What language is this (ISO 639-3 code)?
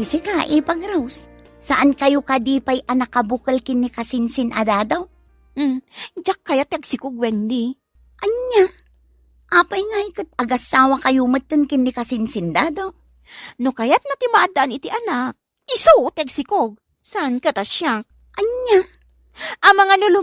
ilo